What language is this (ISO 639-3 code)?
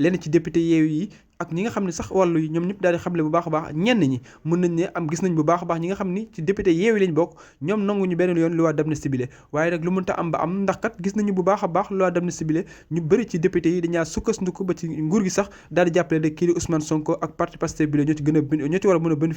wol